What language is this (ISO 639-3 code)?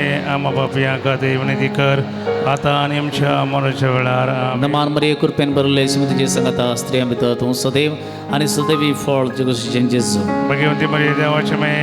kok